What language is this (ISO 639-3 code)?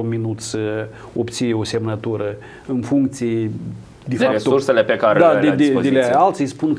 ron